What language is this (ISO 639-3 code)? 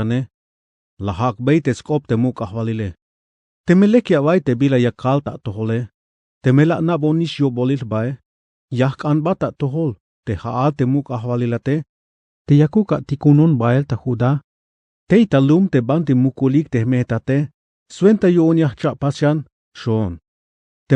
tzh